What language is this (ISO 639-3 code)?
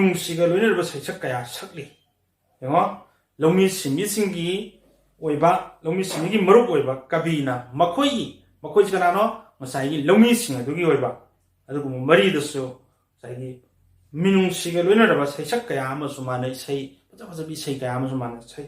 mni